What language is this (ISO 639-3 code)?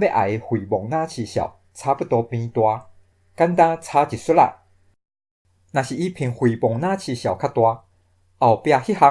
nan